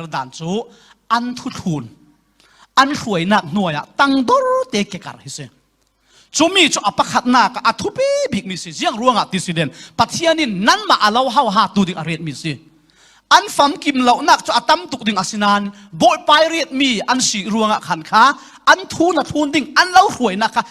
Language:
Falam Chin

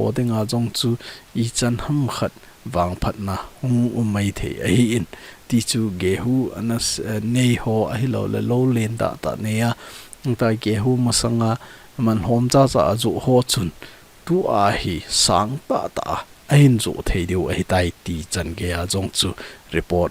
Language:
Thado Chin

